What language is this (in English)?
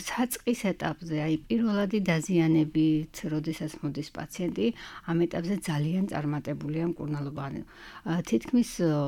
Georgian